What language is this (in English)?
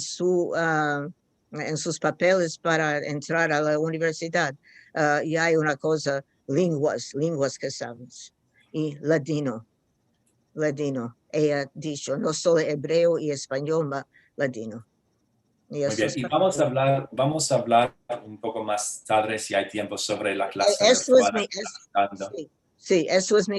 Ladino